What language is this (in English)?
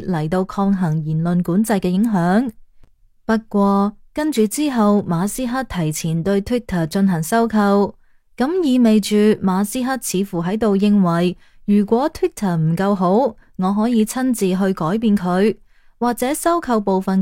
Cantonese